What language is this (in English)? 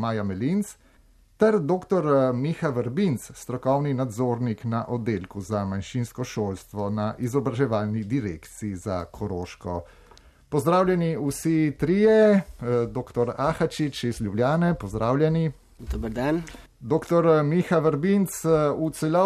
Slovenian